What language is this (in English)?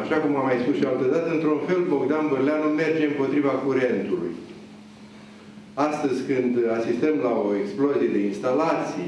Romanian